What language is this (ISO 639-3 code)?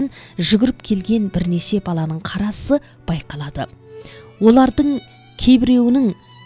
kaz